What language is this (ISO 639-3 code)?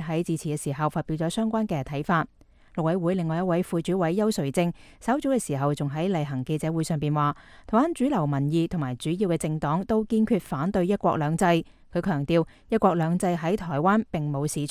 yue